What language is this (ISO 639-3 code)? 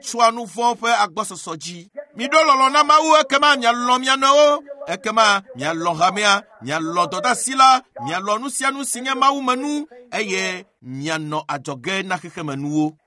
ewe